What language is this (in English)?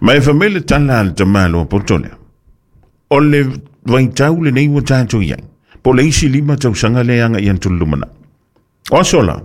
Samoan